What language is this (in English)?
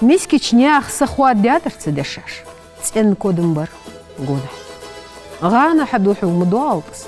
Ingush